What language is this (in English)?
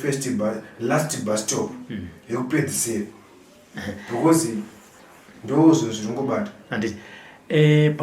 Shona